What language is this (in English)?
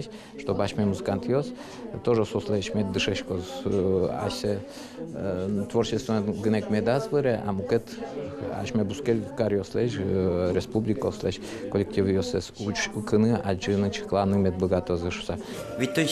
Udmurt